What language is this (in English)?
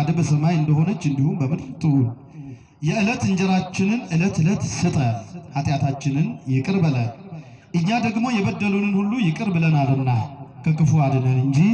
Amharic